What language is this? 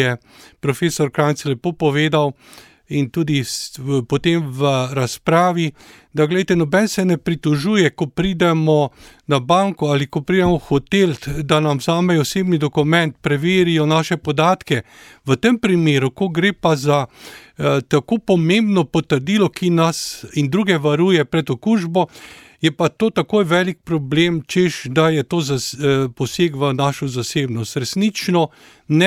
Slovenian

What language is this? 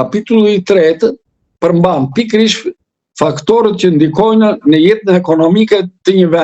Albanian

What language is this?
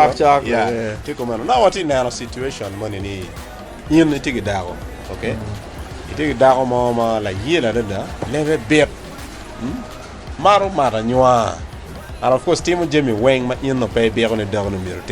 Acoli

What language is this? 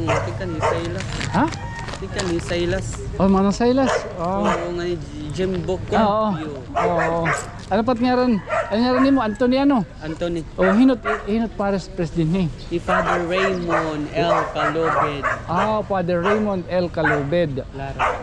Waray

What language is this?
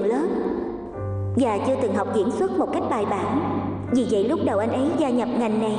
Vietnamese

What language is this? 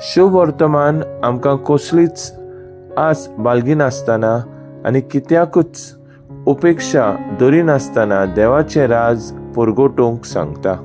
Konkani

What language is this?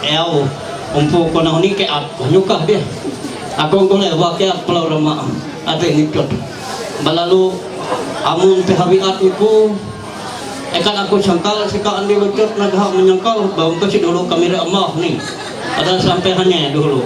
Ma'anyan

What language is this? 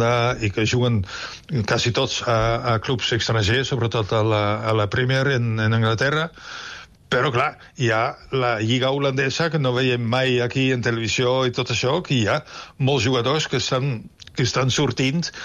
Catalan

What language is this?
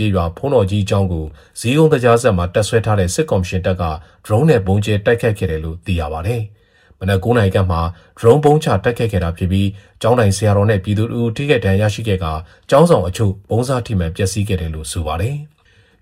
Burmese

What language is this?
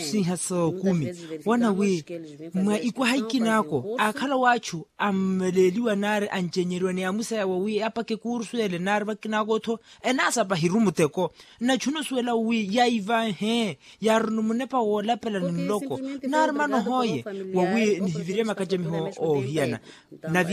Makhuwa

